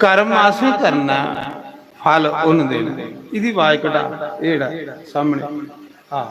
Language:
Dogri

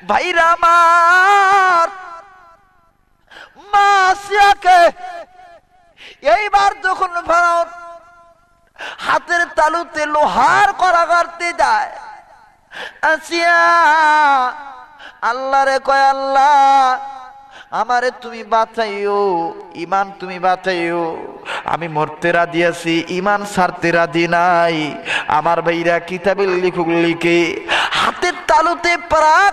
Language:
Bangla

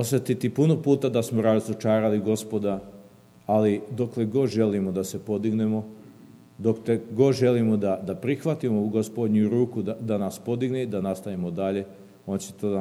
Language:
Serbian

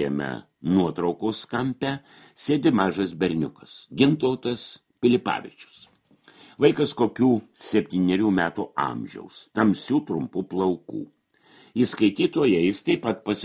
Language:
Lithuanian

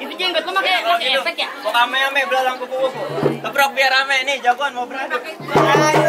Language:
Betawi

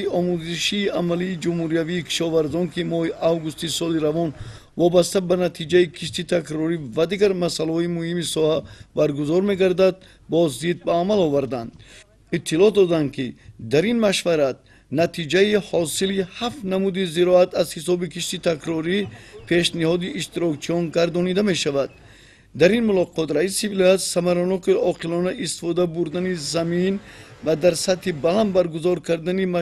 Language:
Tajik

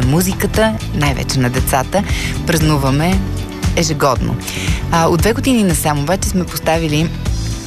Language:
Bulgarian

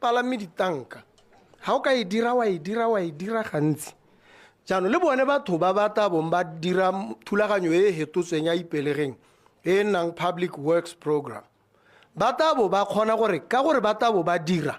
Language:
Tswana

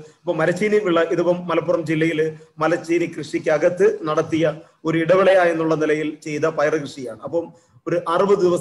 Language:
Malayalam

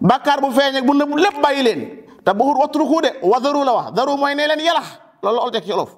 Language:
Wolof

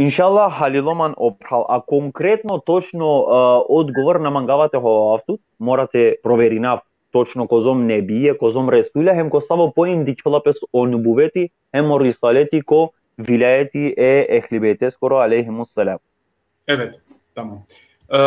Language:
Balkan Romani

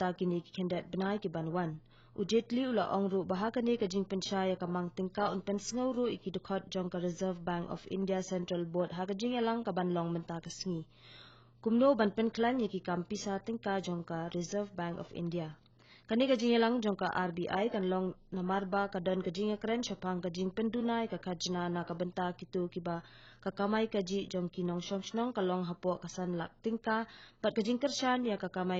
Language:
Khasi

